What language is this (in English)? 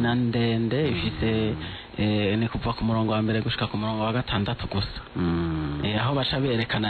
Rundi